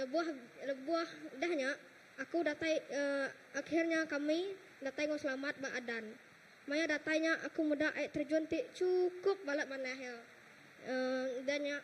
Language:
Iban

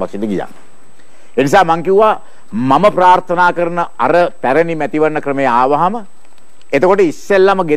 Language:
Sinhala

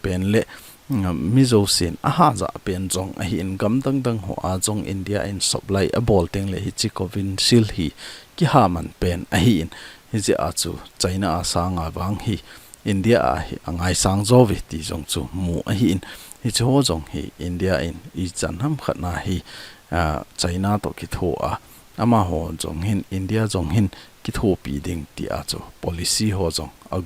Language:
Thado Chin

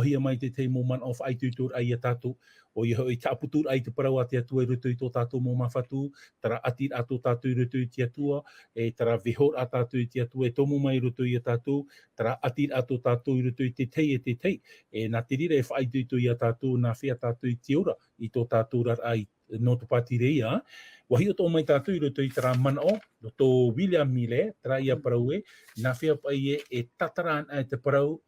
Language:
Tahitian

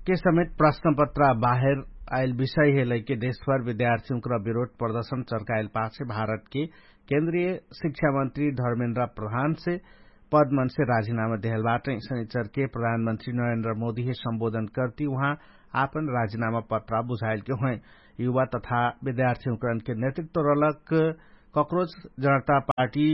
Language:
Dangaura Tharu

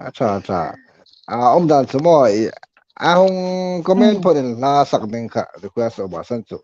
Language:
Hmar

